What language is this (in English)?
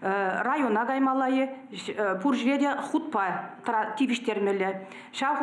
Chuvash